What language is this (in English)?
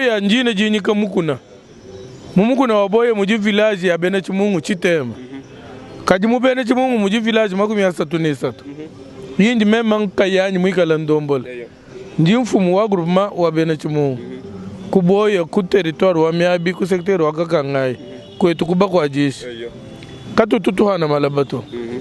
Luba-Lulua